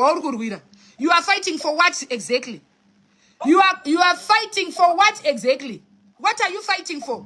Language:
Shona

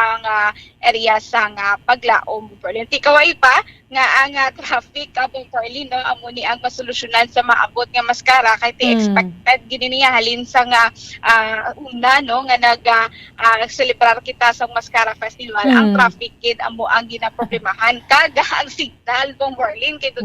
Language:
Hiligaynon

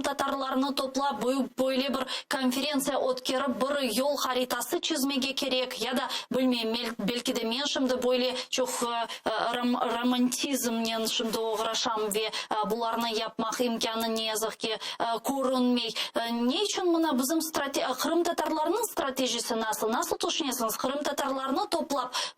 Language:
Crimean Tatar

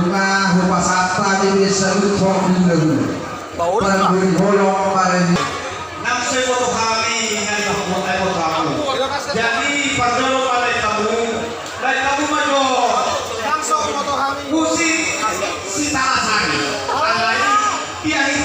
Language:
Batak Toba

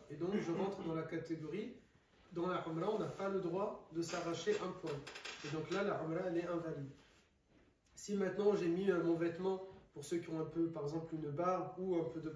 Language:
French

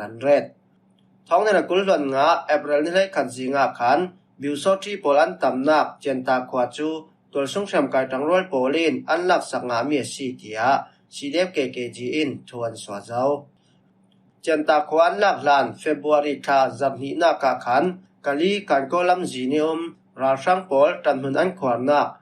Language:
Falam Chin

